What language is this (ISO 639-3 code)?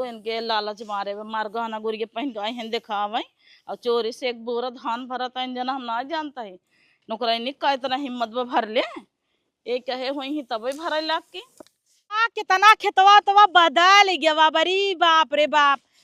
awa